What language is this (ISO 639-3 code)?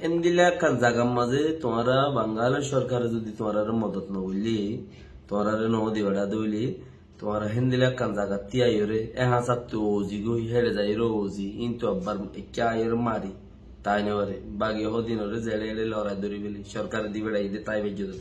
rhg